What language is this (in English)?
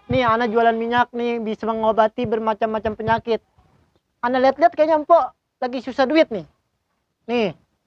Betawi